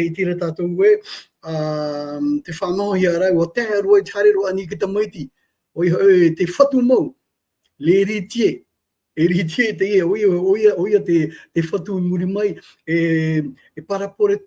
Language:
Tahitian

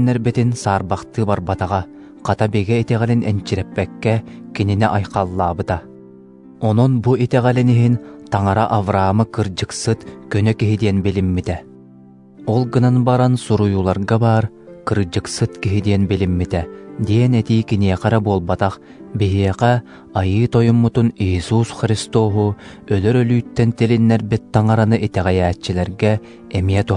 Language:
Yakut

